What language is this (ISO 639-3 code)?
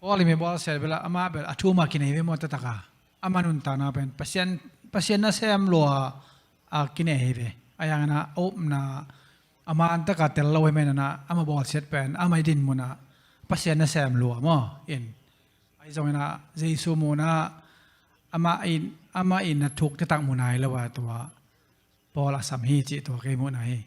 ctd